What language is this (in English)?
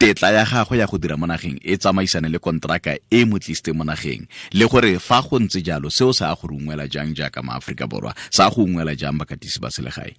Tswana